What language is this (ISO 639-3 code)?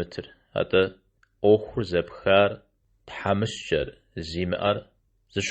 kbd